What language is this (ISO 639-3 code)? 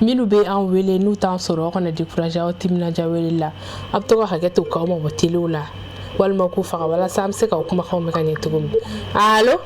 bam